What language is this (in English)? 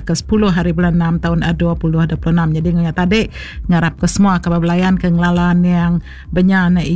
Iban